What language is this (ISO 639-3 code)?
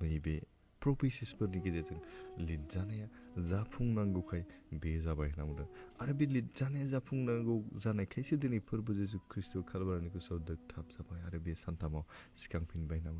brx